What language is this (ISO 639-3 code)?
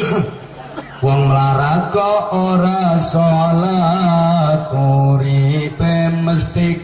jav